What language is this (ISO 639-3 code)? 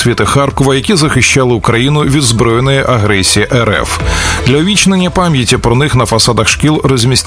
ukr